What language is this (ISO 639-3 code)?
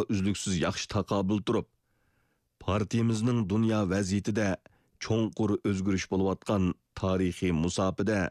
uig